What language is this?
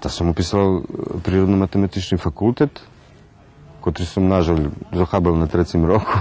Rusyn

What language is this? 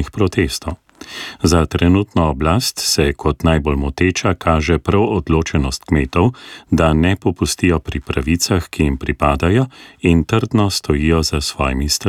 Slovenian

